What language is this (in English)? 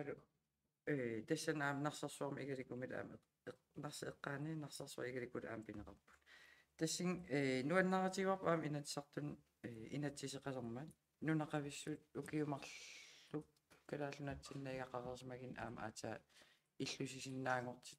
Kalaallisut